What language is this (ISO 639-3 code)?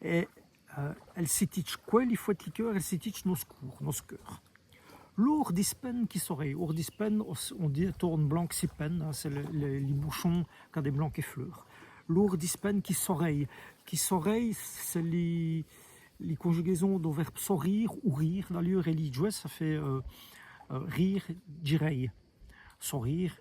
wln